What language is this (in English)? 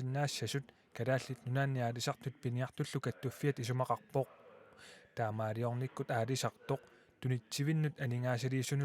Kalaallisut